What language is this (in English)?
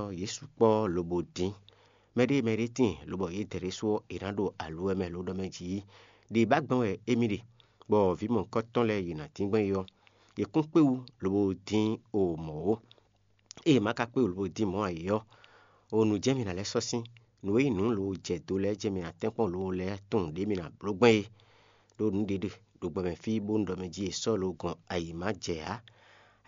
Fon